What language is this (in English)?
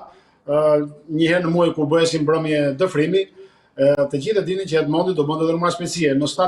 Albanian